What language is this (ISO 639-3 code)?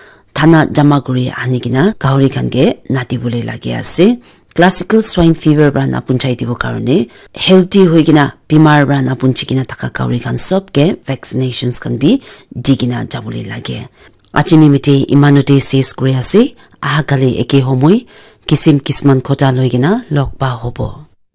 nag